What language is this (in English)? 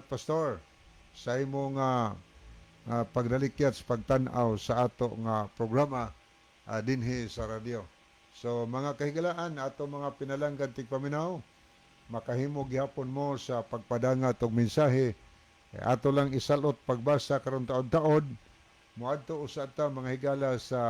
Cebuano